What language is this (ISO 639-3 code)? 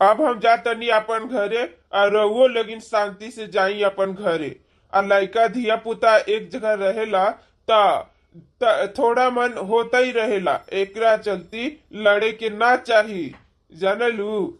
bho